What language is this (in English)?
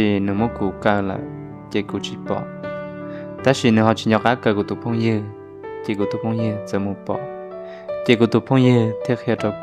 Hmong